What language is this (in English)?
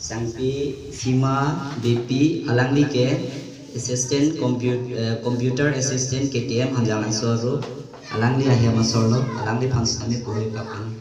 Karbi